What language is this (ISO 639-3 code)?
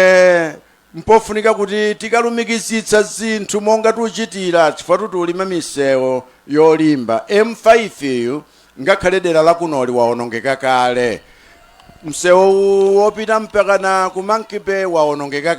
nya